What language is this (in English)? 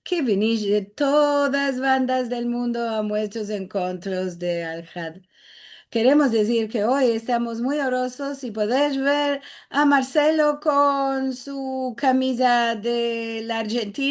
Ladino